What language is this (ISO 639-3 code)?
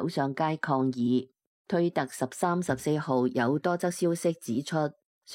yue